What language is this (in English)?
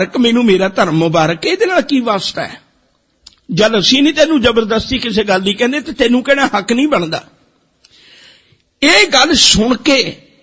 Punjabi